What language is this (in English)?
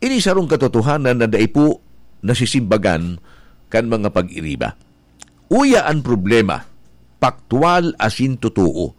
Bikol